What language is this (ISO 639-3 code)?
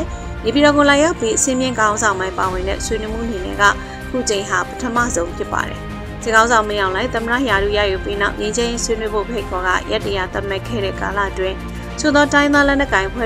mya